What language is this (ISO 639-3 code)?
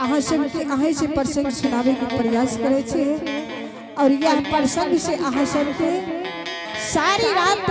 anp